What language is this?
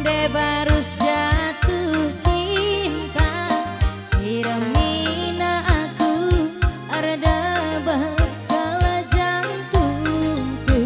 Batak Karo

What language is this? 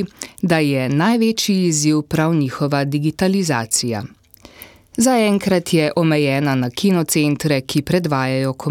Slovenian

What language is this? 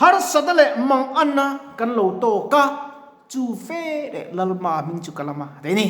Mizo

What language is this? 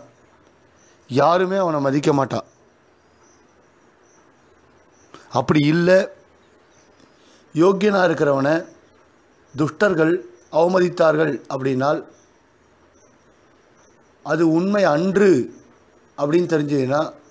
Tamil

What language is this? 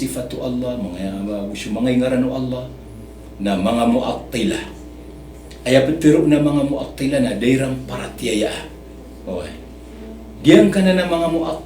Maranao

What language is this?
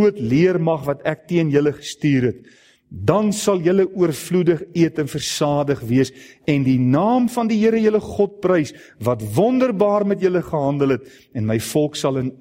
Afrikaans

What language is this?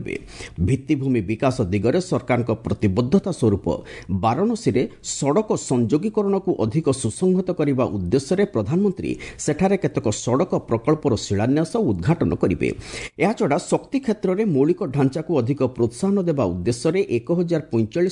Odia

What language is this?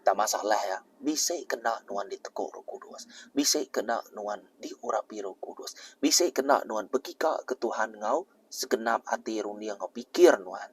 Iban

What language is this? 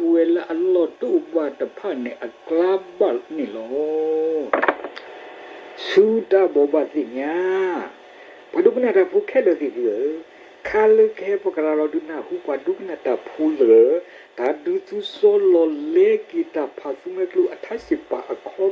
S'gaw Karen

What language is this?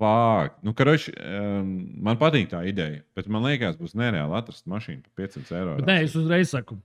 Latvian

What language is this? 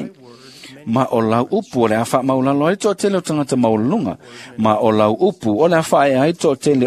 Samoan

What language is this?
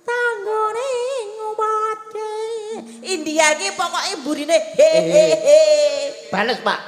Javanese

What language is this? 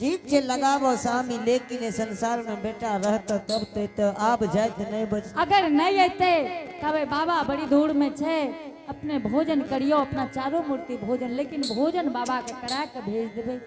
Angika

